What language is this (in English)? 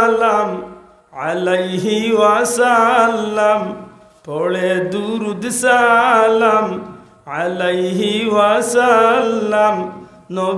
Sylheti